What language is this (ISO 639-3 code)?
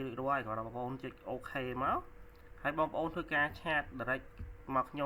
khm